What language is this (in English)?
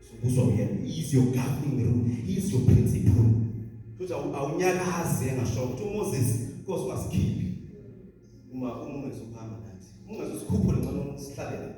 Zulu